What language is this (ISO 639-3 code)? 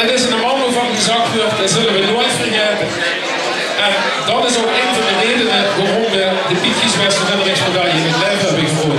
lim